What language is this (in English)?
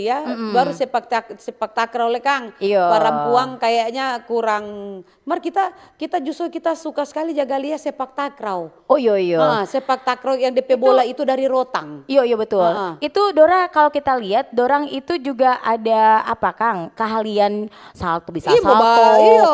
Manado Malay